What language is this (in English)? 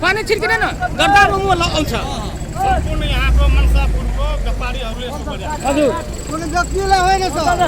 Maithili